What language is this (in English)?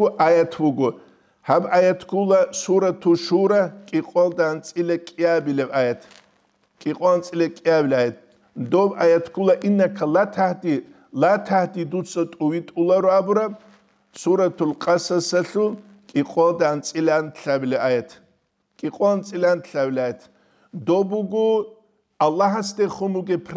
Avaric